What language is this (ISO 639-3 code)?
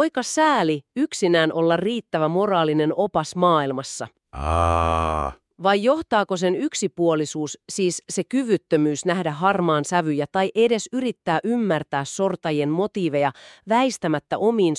fin